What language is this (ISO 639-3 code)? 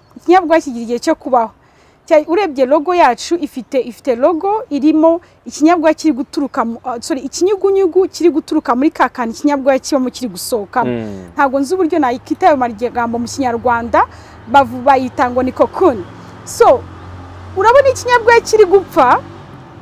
kin